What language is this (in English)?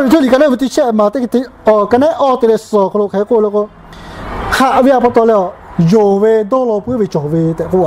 Lahu